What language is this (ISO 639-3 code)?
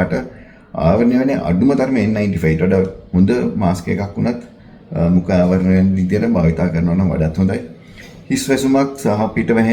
sin